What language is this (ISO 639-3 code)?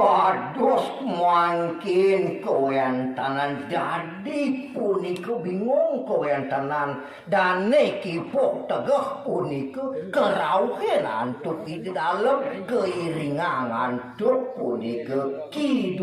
ban